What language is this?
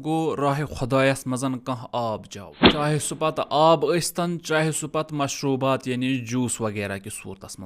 Kashmiri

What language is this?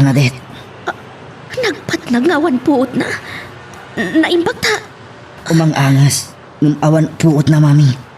Iloko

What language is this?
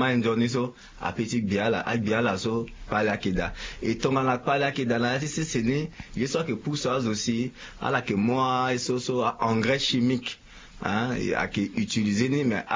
Sango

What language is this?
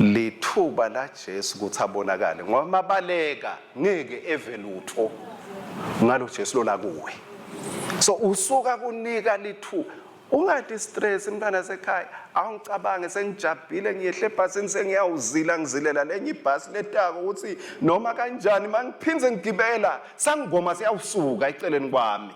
Swati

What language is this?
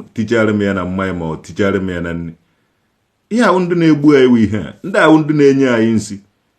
Igbo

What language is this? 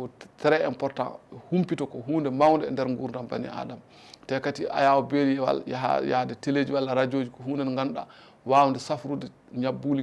Fula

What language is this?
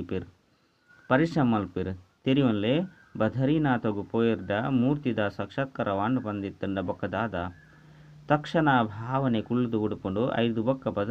Tulu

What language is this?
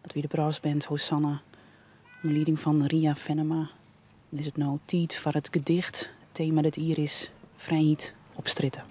Western Frisian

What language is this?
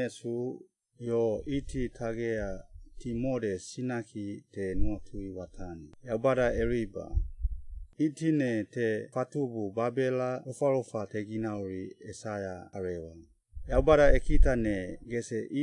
Suau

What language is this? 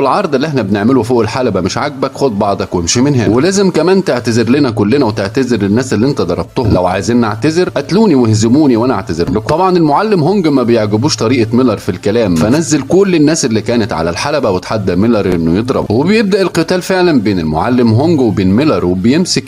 Egyptian Arabic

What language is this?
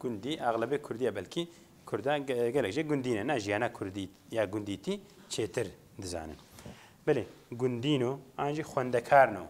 Kurdish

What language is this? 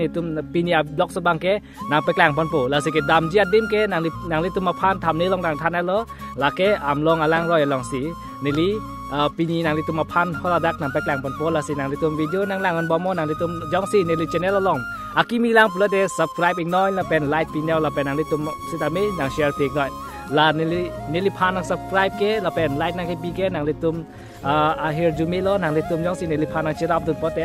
Karbi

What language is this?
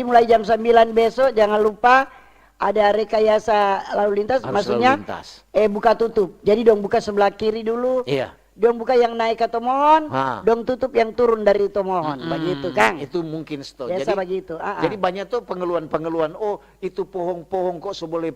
Manado Malay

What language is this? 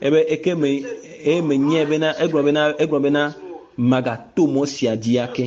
Ewe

